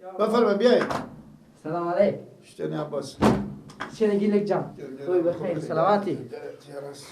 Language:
Persian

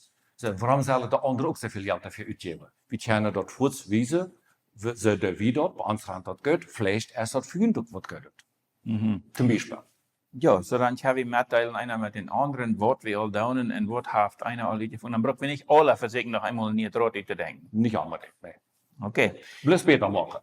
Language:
Plautdietsch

